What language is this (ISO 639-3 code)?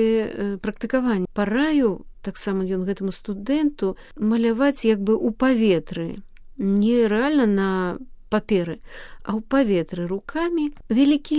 bel